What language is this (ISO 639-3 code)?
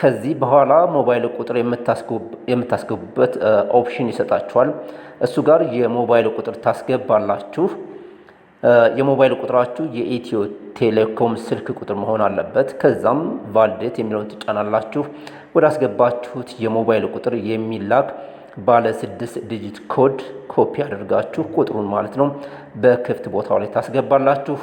amh